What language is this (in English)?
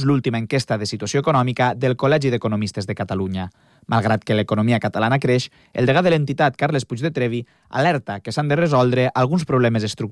Catalan